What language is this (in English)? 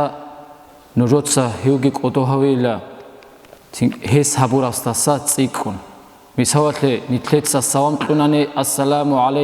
Avaric